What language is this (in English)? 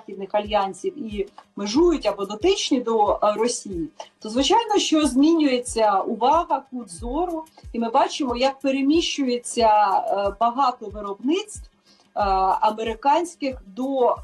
Ukrainian